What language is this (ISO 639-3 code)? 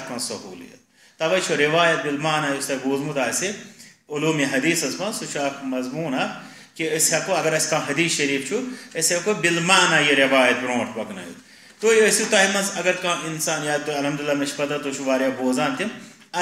kas